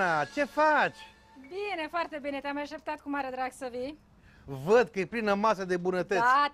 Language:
Romanian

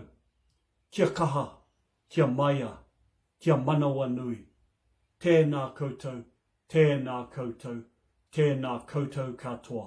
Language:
Māori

